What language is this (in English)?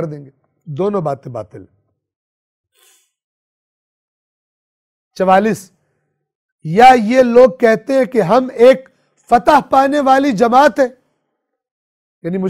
Urdu